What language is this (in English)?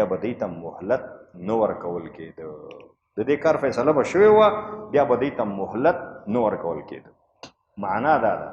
Pashto